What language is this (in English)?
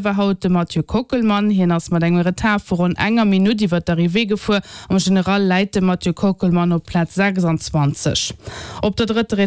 Luxembourgish